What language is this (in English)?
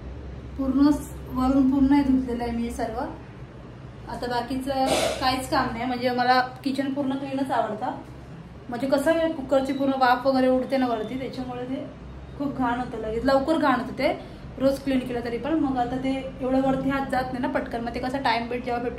Marathi